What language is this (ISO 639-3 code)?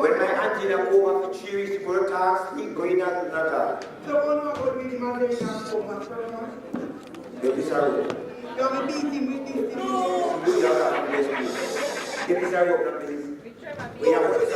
jam